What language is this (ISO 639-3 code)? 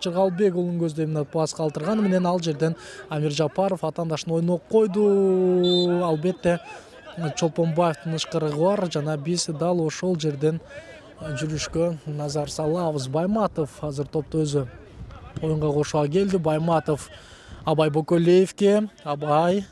kir